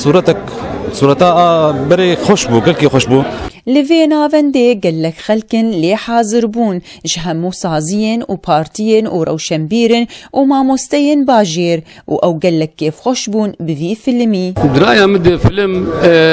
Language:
Kurdish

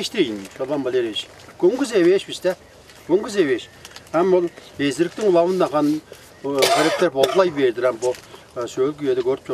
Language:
Tuvinian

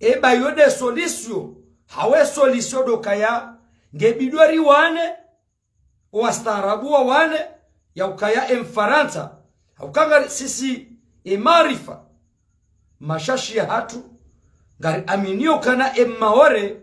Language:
Ngazidja Comorian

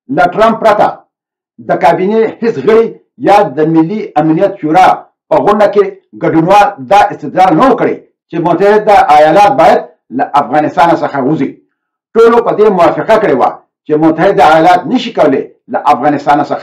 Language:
Pashto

